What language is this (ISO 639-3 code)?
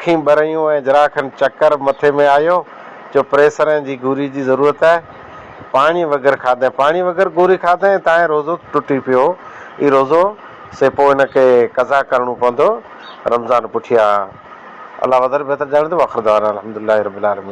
snd